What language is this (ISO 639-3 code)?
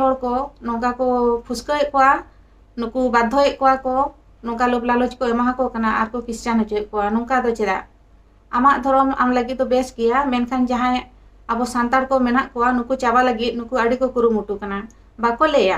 sat